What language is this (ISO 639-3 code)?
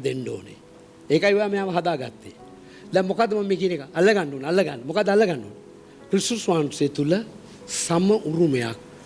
sin